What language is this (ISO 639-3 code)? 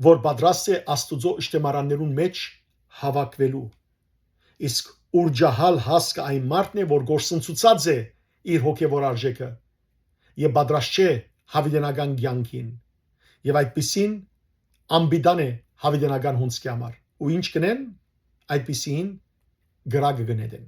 hyw